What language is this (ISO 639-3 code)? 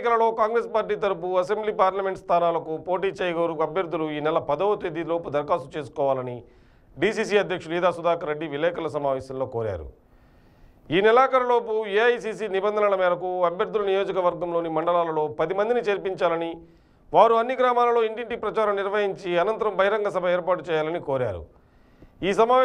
tel